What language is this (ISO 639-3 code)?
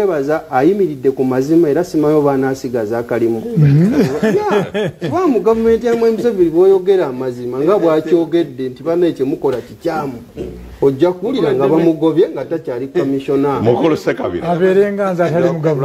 lug